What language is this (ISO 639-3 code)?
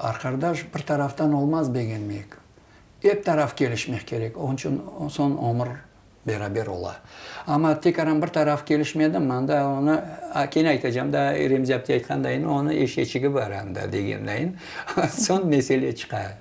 crh